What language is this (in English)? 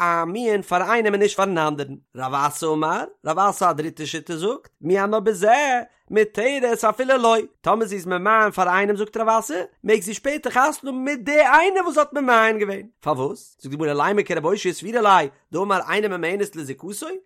Yiddish